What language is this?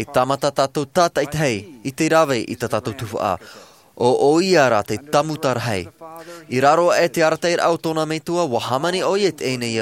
Tahitian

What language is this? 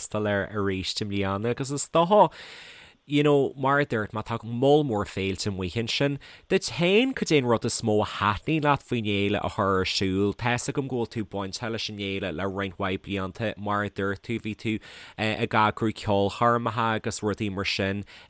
Irish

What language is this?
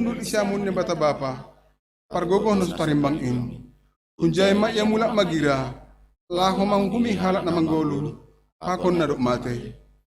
Batak Simalungun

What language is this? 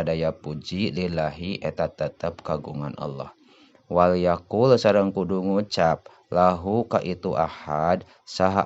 Sundanese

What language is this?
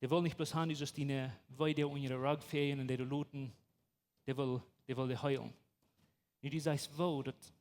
Plautdietsch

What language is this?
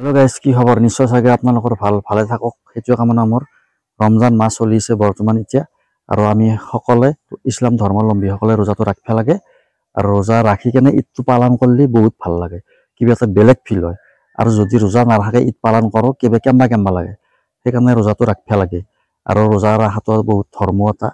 Assamese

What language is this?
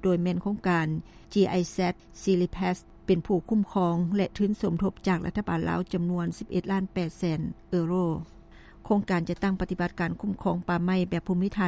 Lao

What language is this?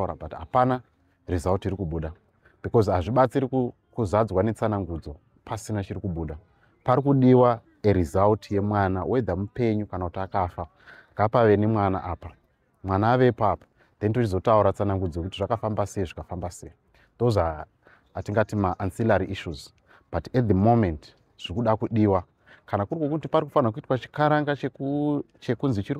Shona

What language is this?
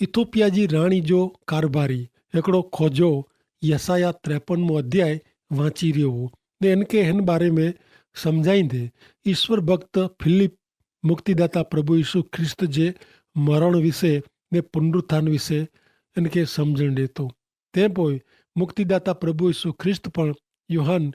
Kachhi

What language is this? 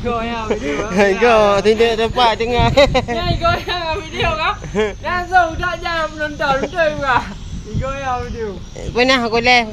Achinese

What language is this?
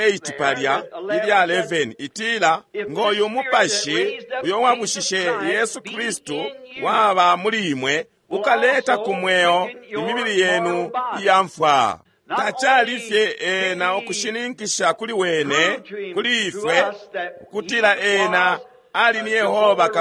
Bemba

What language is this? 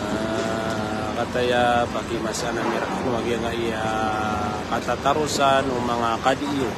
Maranao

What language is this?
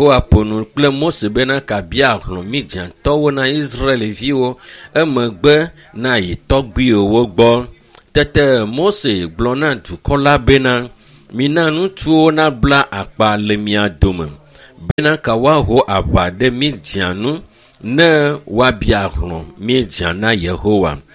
Ewe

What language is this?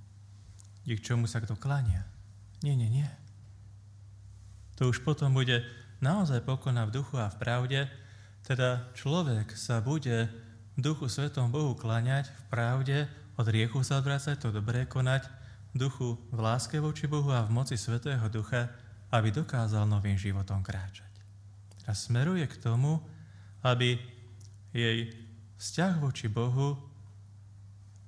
Slovak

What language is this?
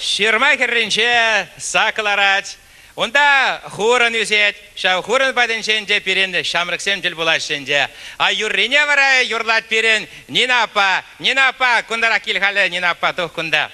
Chuvash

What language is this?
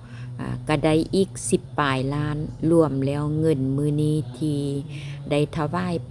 Lao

